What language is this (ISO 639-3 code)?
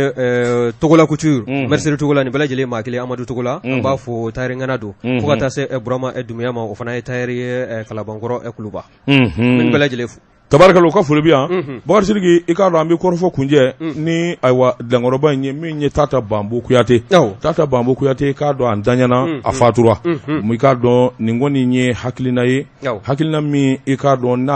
bam